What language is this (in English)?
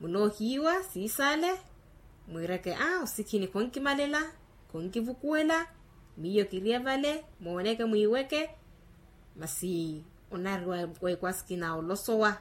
Makhuwa